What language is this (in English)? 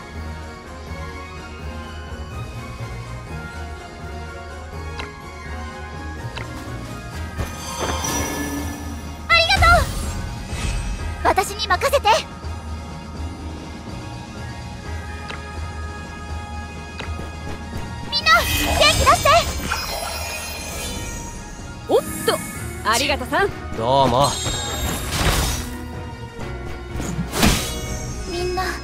Japanese